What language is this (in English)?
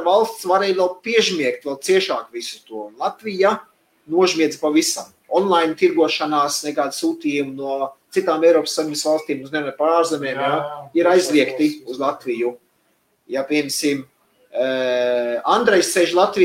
Latvian